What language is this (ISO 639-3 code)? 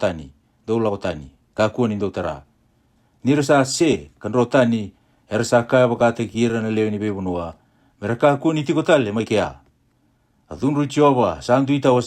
fij